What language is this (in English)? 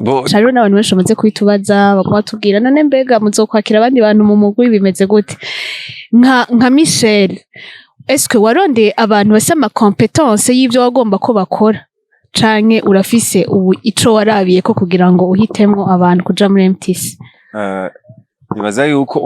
Rundi